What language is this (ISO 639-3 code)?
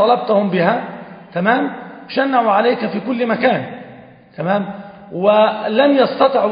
ara